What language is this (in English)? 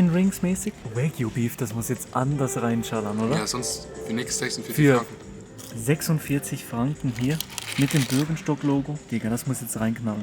Swiss German